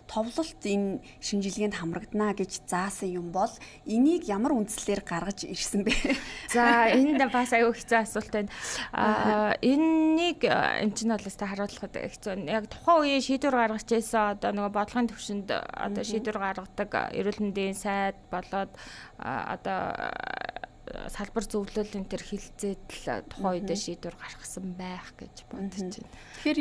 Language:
Mongolian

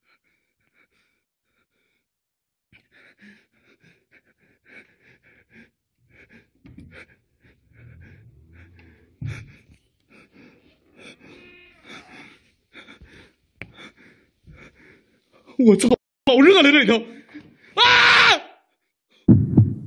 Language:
Chinese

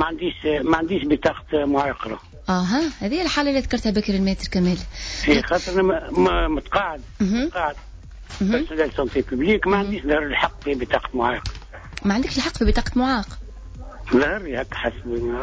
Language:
Tunisian Arabic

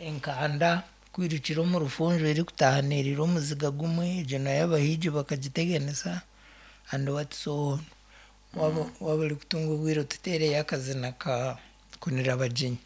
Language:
Nyankole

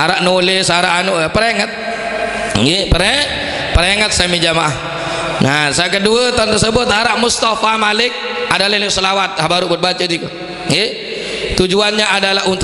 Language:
Sasak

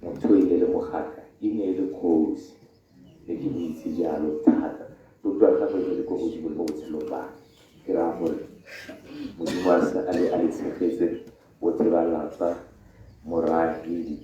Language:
Tswana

